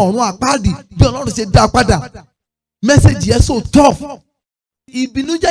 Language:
Yoruba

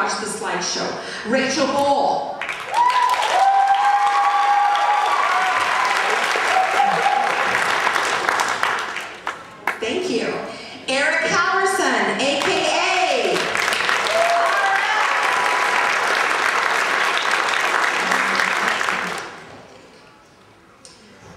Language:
English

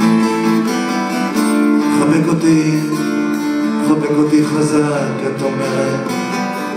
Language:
Hebrew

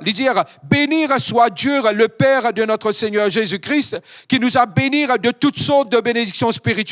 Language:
Morisyen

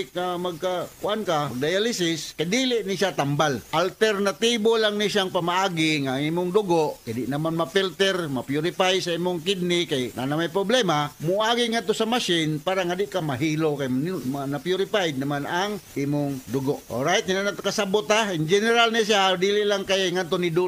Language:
Cebuano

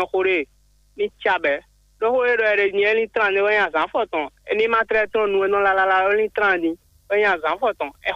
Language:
Fon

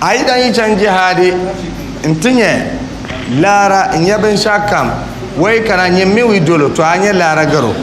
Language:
Dagbani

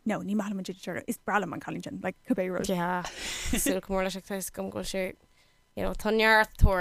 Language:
Irish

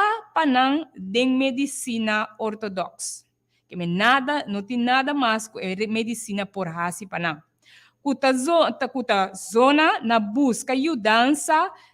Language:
Papiamento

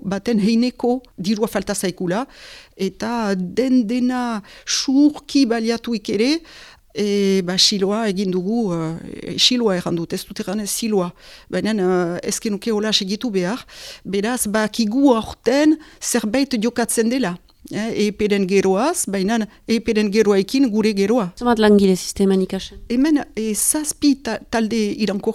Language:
Basque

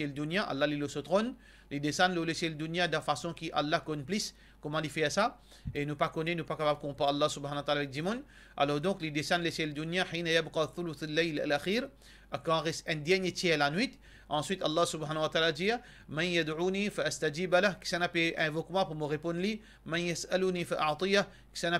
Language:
Morisyen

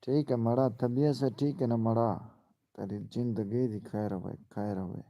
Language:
Saraiki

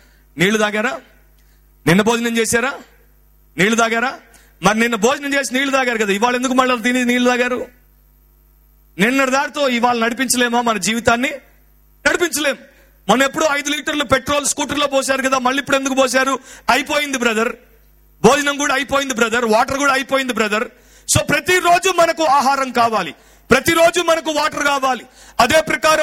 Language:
Telugu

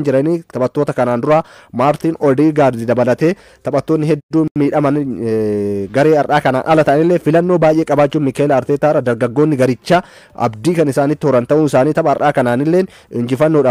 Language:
Oromo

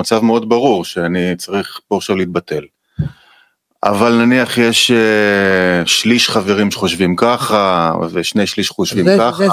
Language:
Hebrew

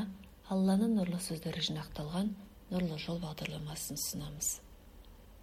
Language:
Kazakh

